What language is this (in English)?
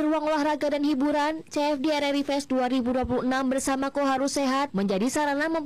Indonesian